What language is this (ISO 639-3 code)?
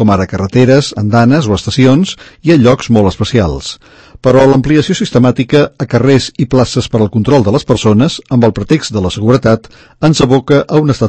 cat